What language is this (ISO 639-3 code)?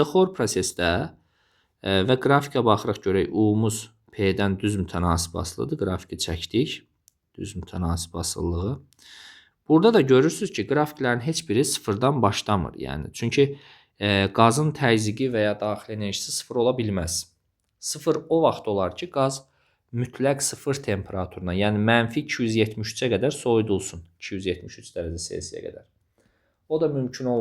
aze